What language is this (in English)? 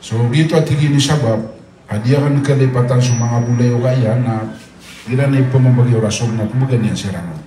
Maranao